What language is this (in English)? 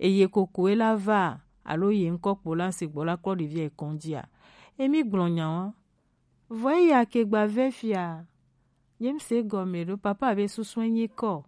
Gen